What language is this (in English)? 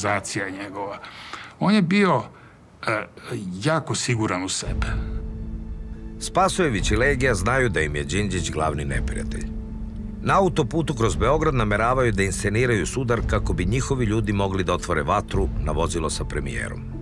Serbian